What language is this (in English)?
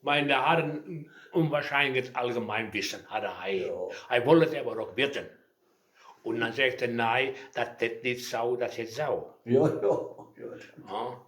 Westphalien